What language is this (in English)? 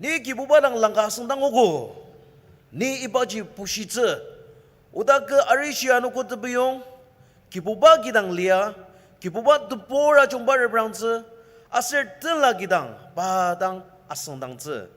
Ao Naga